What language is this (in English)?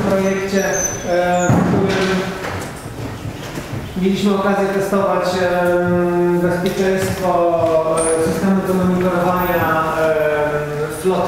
Polish